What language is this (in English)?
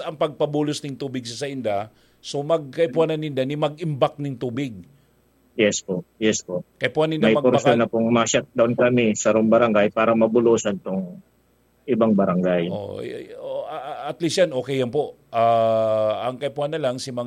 Bikol